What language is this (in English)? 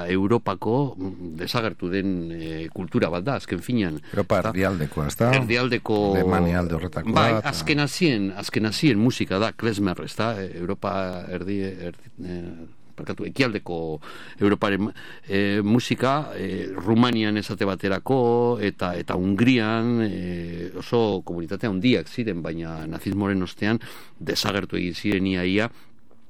Basque